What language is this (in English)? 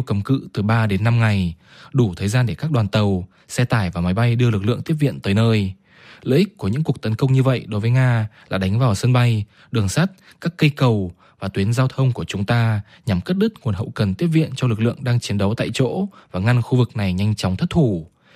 Vietnamese